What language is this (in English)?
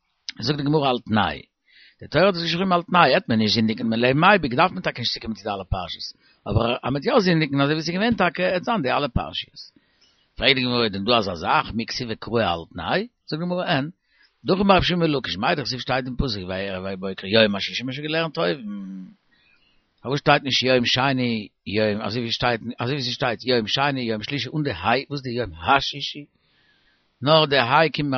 Yiddish